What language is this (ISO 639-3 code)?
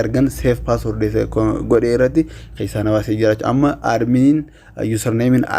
orm